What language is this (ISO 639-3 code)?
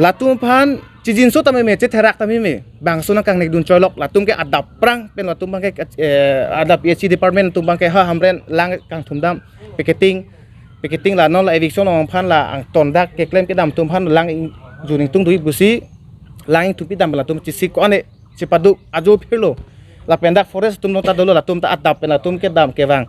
mjw